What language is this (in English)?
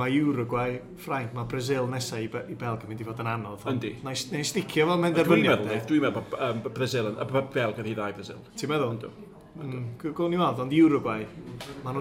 Welsh